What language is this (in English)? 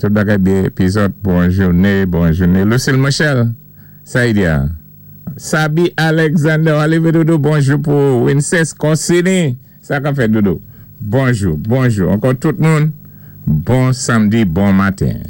Saint Lucian Creole French